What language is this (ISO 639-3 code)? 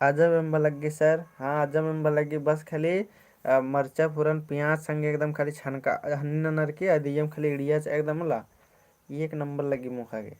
kru